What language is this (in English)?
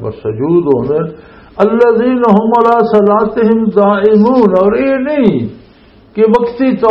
Western Panjabi